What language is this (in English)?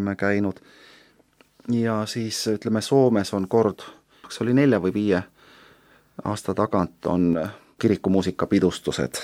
Estonian